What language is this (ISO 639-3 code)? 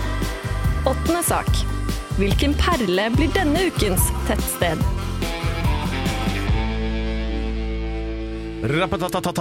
nor